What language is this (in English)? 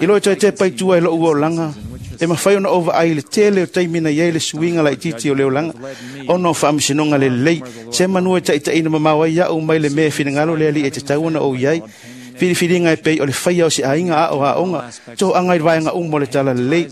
Samoan